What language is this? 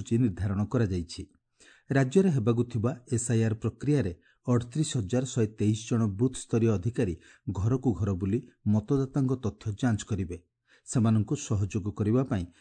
Odia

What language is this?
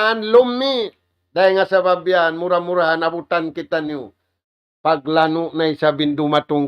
Tausug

